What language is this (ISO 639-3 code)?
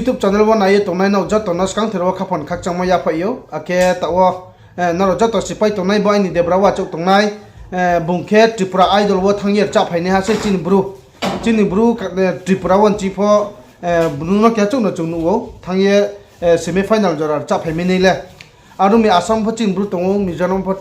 ria